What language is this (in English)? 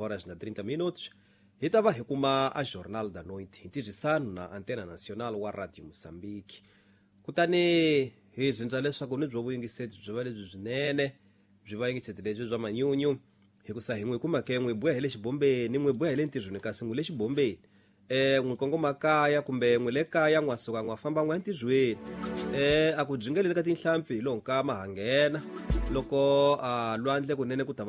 Tsonga